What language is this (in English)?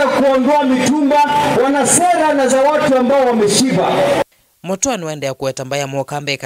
Kamba